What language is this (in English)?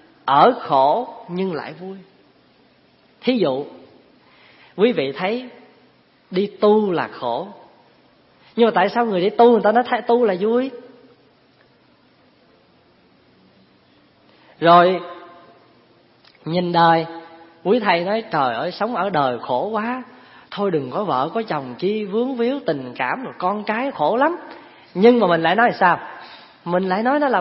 Vietnamese